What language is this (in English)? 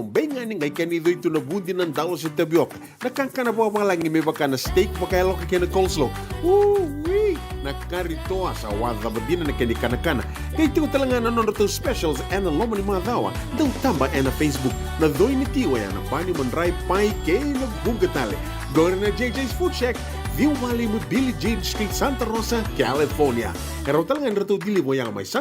Fijian